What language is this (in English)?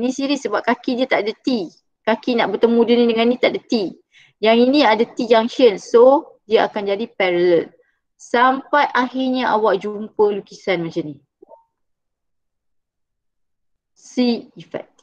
Malay